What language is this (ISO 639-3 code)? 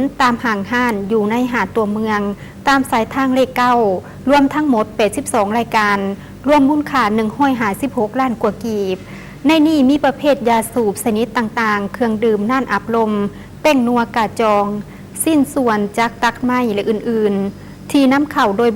lao